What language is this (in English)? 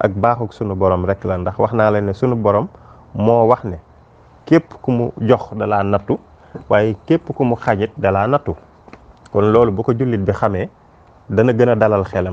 Wolof